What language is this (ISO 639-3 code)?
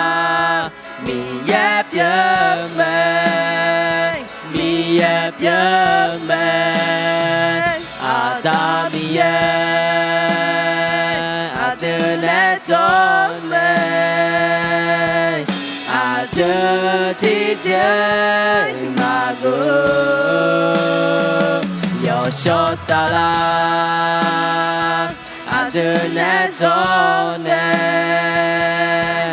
ahk